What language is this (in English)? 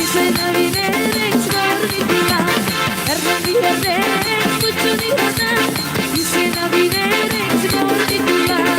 Batak Toba